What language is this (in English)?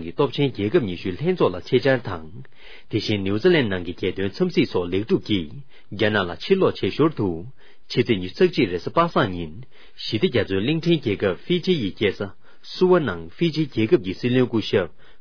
Tibetan